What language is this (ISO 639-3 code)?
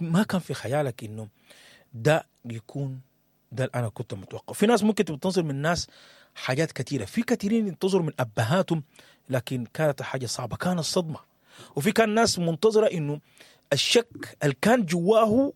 apd